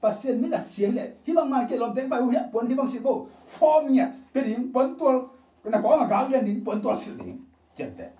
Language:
Tedim Chin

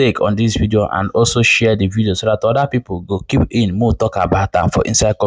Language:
Igbo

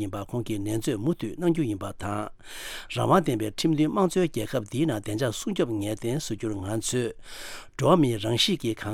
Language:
Tibetan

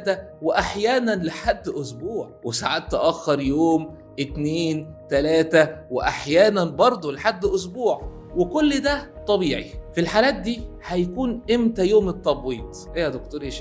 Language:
Egyptian Arabic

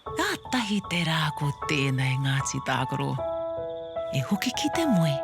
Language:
Māori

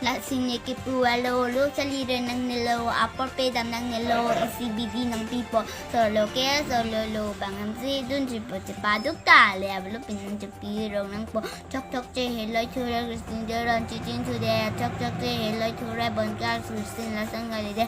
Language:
Karbi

